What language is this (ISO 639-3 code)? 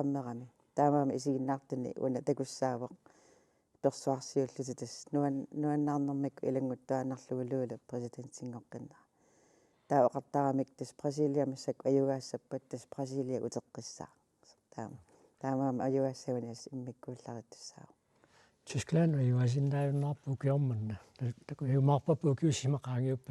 kal